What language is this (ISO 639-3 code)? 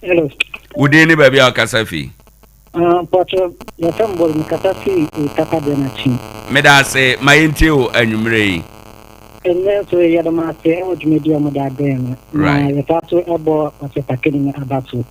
aka